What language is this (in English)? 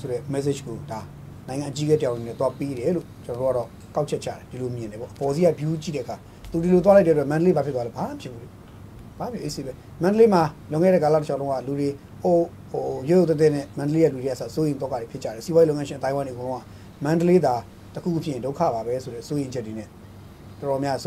Burmese